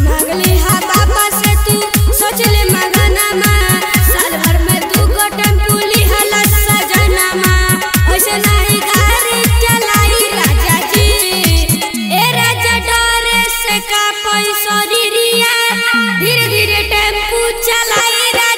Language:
Bhojpuri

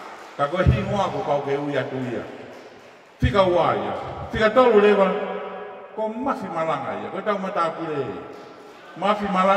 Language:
Tongan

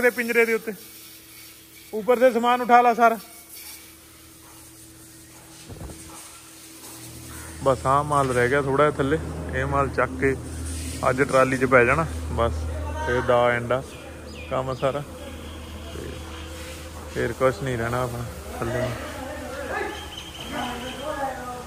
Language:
Punjabi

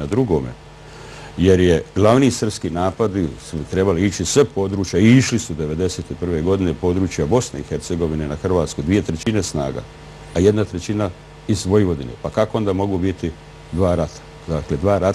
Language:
Croatian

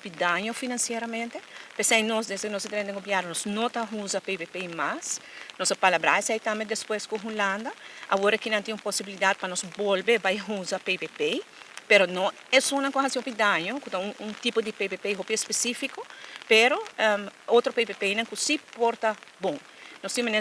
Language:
Papiamento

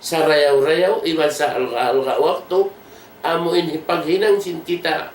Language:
Tausug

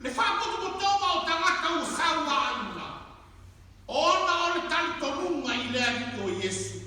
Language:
Samoan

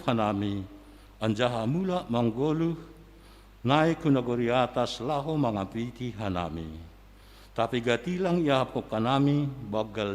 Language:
Batak Simalungun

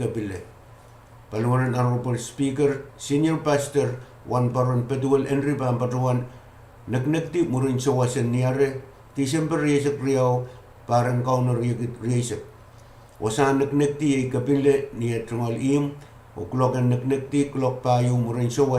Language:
Pohnpeian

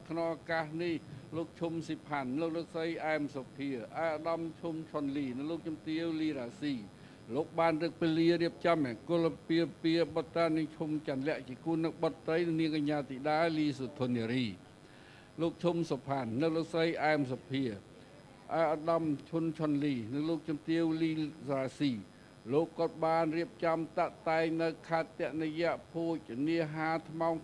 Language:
Khmer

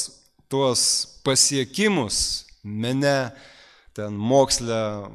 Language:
Lithuanian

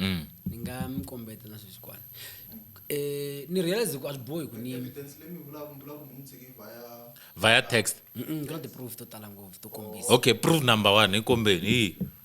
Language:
Tsonga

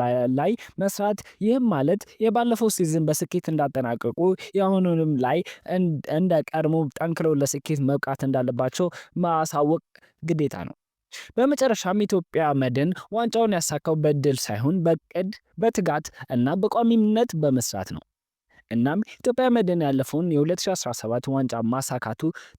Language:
Amharic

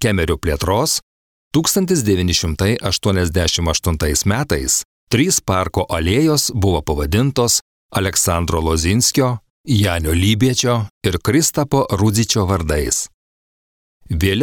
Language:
Lithuanian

